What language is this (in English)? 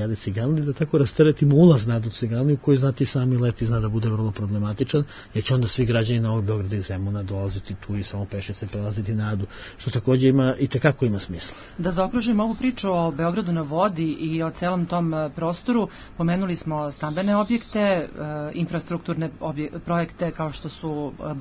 Serbian